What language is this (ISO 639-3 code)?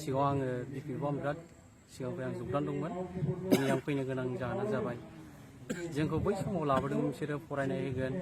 brx